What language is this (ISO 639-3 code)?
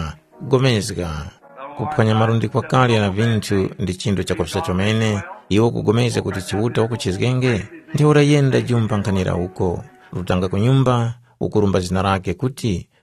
tum